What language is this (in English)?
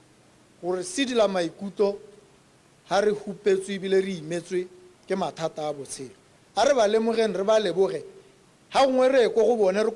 Tswana